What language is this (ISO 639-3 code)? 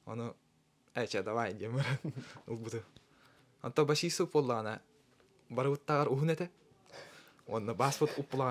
sah